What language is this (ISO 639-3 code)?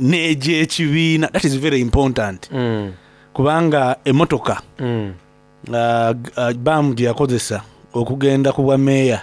xog